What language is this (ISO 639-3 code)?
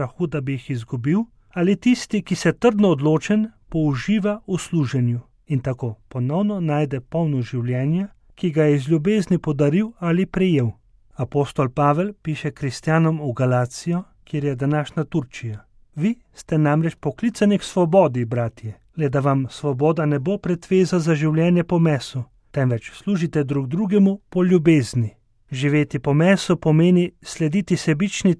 slv